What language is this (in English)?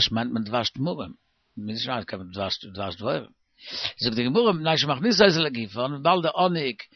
Yiddish